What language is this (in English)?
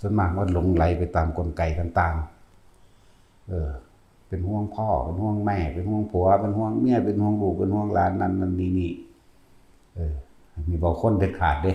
Northeastern Thai